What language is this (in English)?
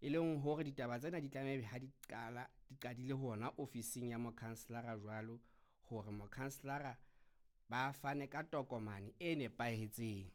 Southern Sotho